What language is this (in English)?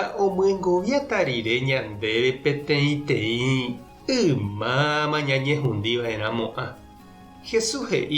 Guarani